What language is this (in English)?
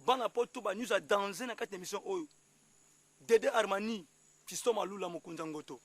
Lingala